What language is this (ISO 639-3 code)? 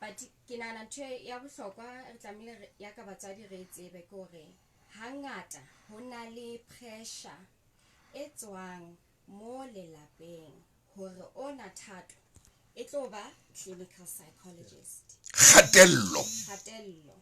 sot